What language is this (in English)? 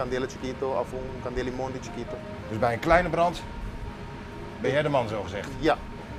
Dutch